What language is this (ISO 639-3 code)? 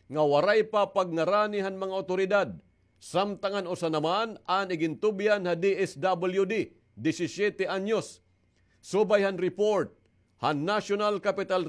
war